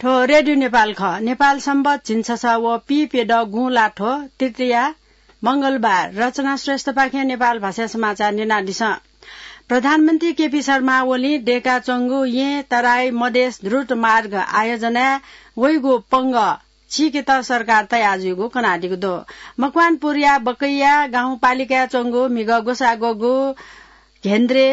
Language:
Newari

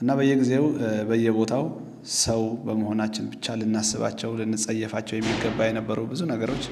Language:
Amharic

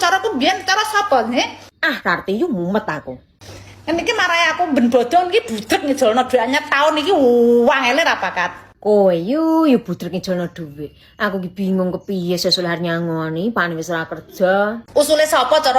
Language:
Javanese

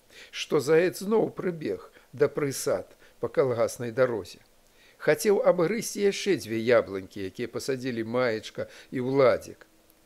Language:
Belarusian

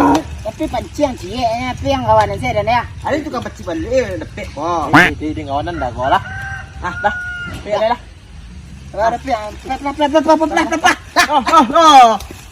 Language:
Minangkabau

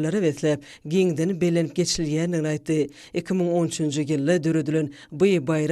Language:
Turkmen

